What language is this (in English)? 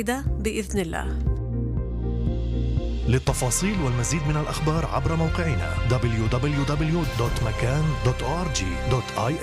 Arabic